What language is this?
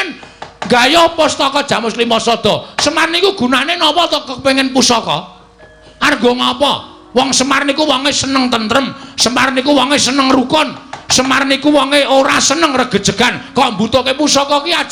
Javanese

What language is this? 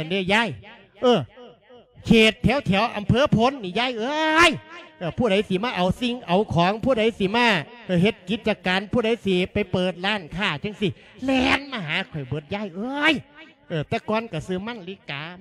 Lao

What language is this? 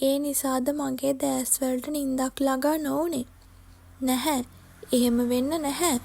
Sinhala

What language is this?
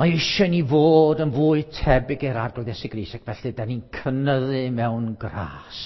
Welsh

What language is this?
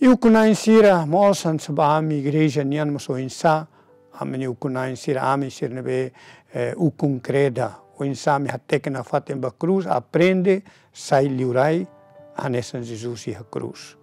Tetum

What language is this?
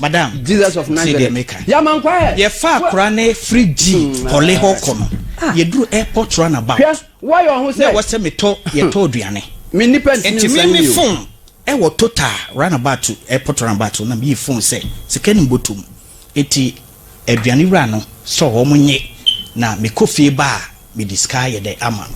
Akan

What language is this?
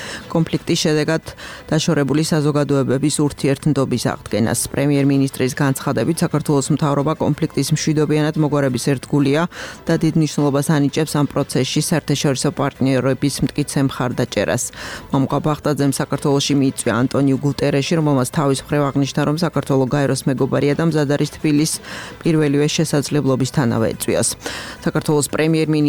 Georgian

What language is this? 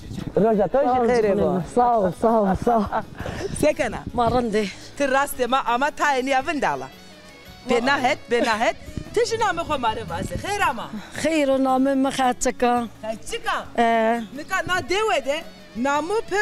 Zaza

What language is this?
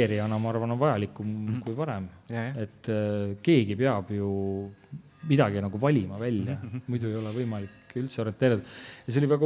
Estonian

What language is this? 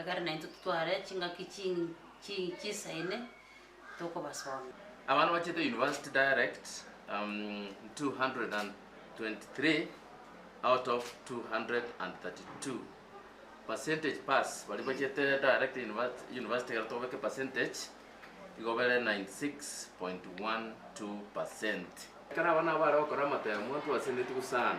Gusii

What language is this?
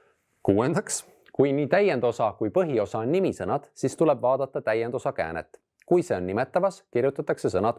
Estonian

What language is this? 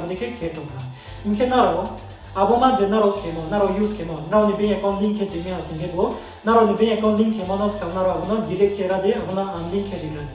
Riang (India)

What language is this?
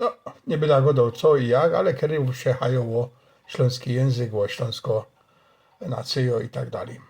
Silesian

